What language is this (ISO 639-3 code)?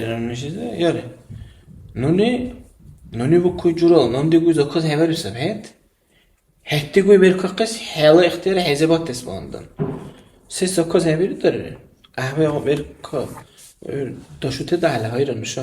dar